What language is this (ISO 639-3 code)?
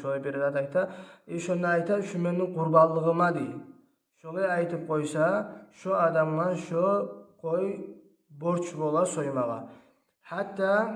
kum